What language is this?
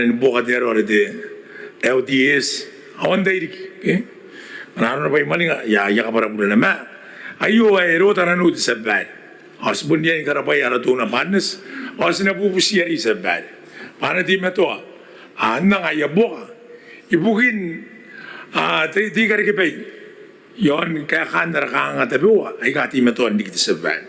Gilbertese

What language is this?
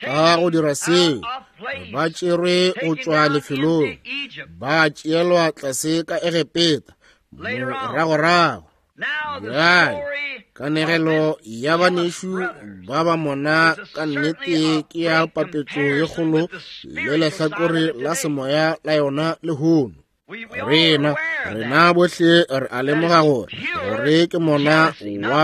Northern Sotho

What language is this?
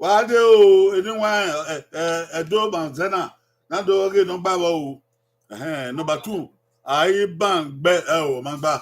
Bini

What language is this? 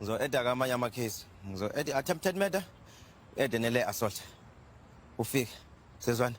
Zulu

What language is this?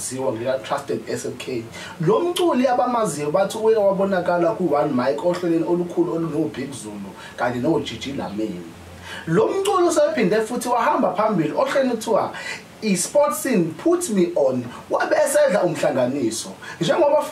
Zulu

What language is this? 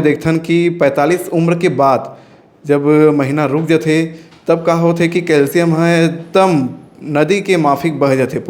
Chhattisgarhi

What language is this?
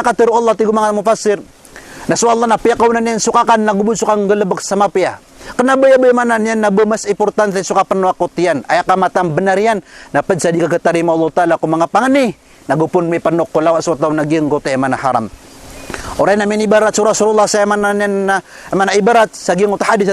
Maranao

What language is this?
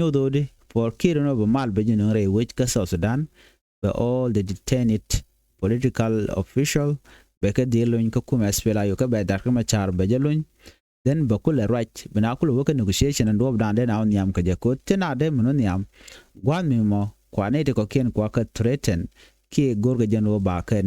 Nuer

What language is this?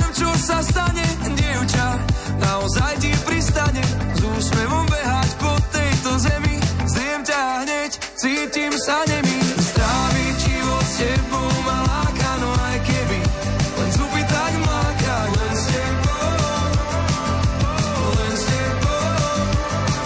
Slovak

